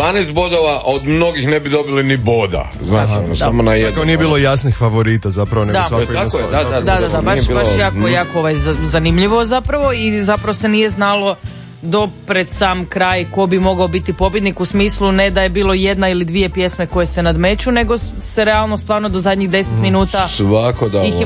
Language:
Croatian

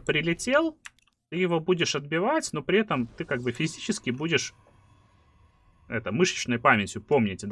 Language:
Russian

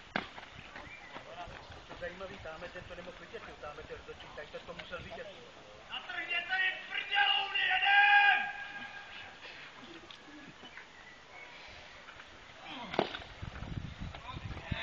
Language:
Czech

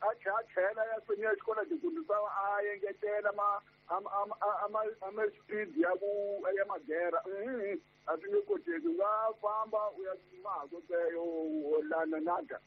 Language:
Tsonga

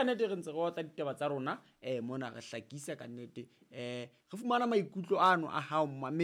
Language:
Southern Sotho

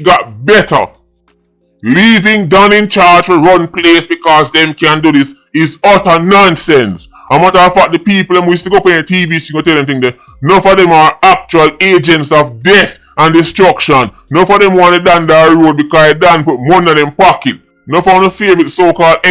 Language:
Jamaican Creole English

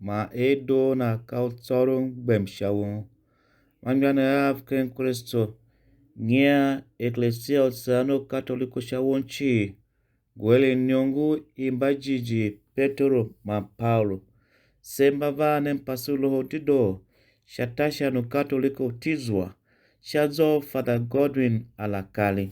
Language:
Tiv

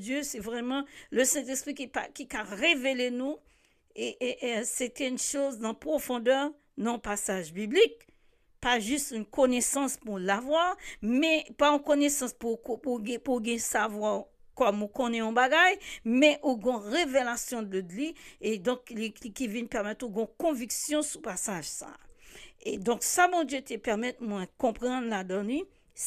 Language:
French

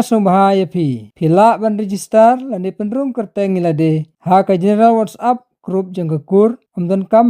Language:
Khasi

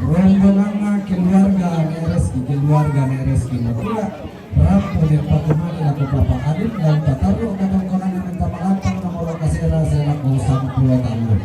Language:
Toraja-Sa'dan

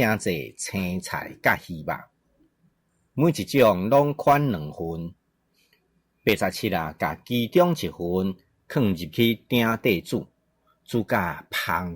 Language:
Min Nan Chinese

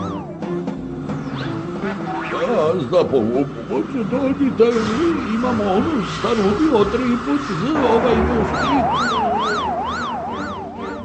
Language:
Croatian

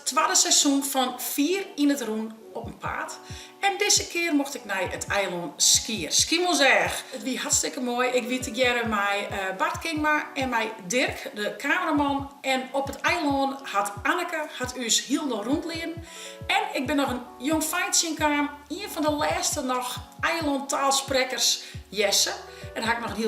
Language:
Western Frisian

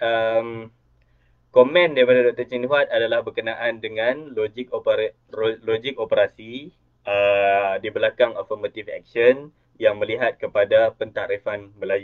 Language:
Malay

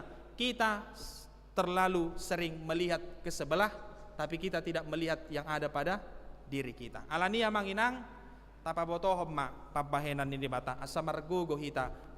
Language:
Batak Toba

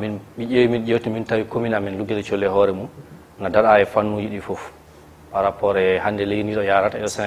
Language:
Fula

